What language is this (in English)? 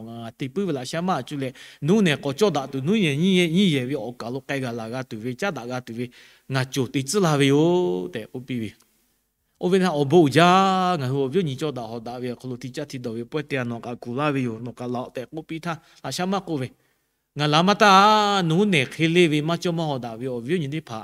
Lahu